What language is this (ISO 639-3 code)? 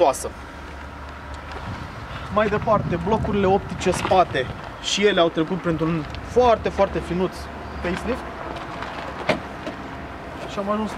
ron